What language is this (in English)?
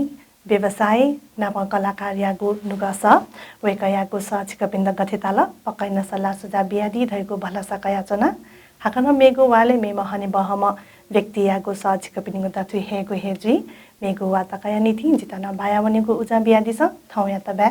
Newari